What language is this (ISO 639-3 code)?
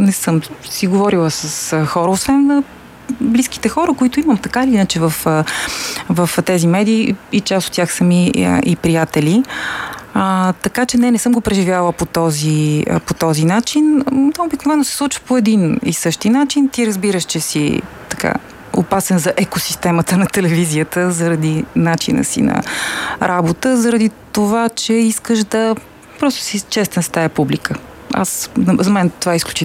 bul